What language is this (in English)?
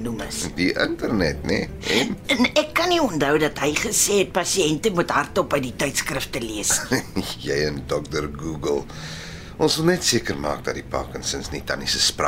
Afrikaans